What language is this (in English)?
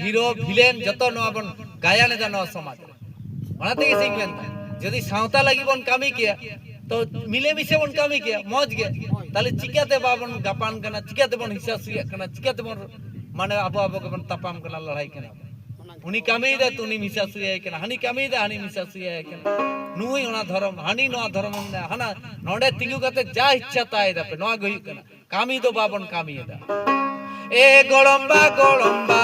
Santali